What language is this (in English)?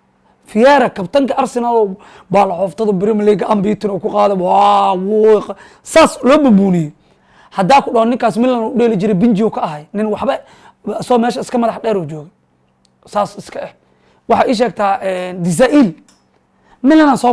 Somali